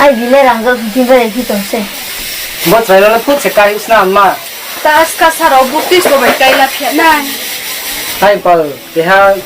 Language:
Riang (India)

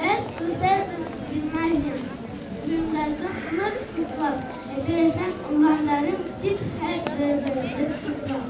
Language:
Bashkir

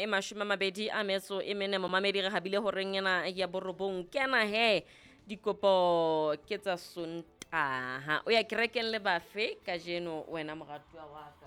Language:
Southern Sotho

